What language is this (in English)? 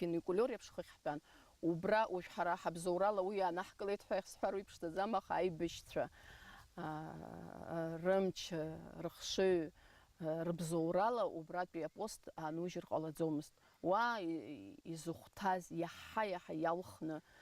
Abkhazian